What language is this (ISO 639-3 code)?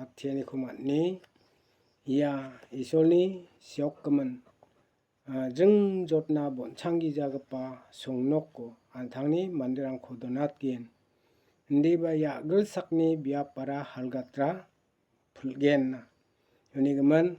grt